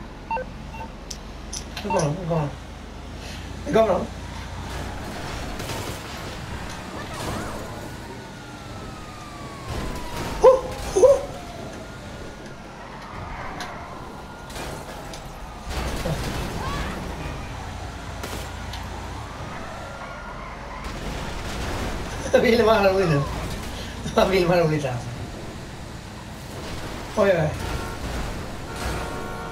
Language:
Swedish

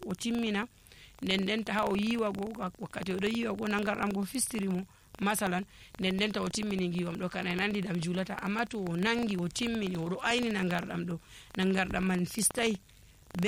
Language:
Nigerian Fulfulde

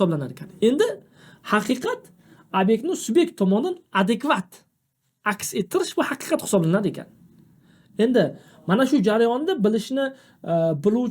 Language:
Uzbek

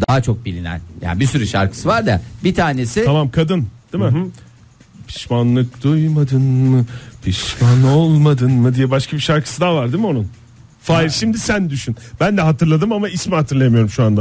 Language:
Turkish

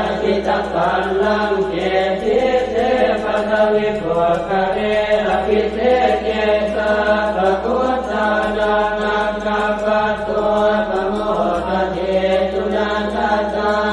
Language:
Pali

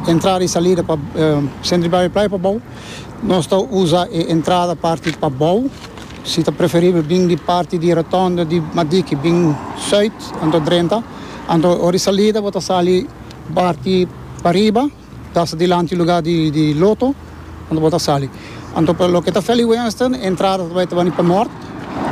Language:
Papiamento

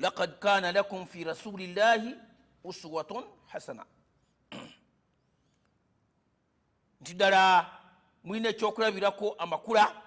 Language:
Ganda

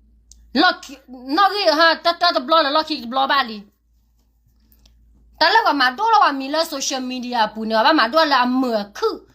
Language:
S'gaw Karen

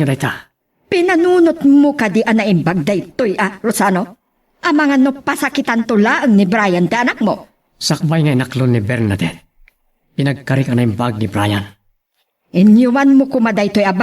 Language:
Iloko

